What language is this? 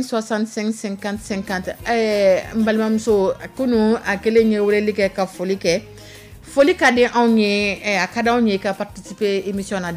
Dyula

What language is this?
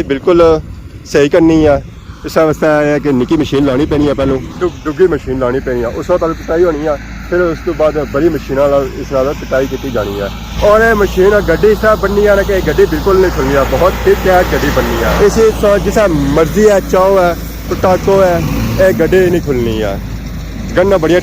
Pahari-Potwari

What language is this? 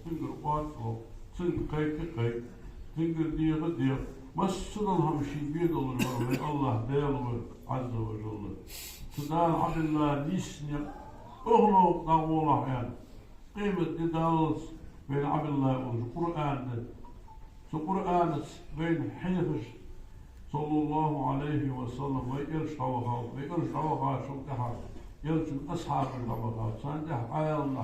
Ingush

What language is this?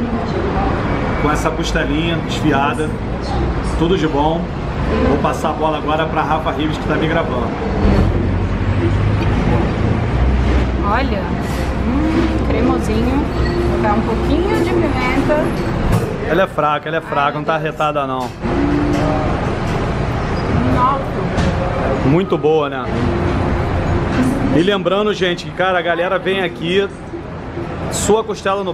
Portuguese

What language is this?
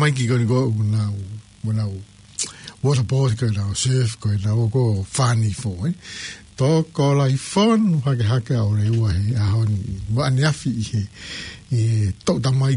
Tongan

